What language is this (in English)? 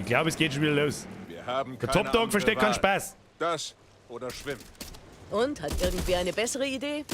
Bavarian